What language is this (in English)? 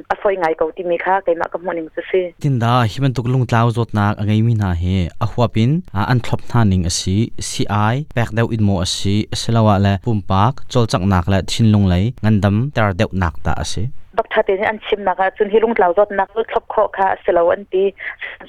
Hakha Chin